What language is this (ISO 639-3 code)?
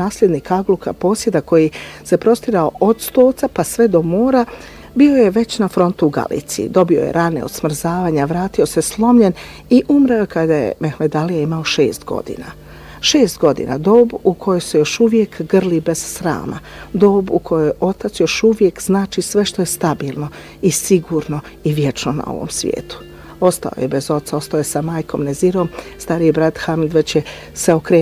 bos